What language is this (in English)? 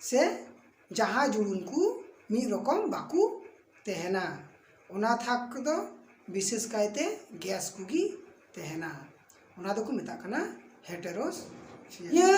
Santali